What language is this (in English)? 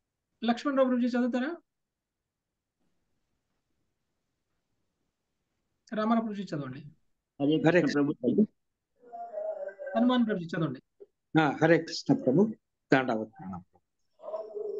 Telugu